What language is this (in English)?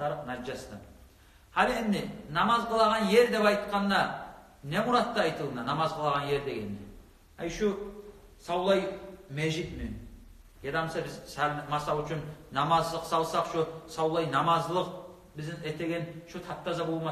Kumyk